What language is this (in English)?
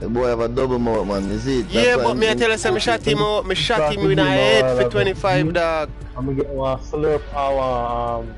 Jamaican Creole English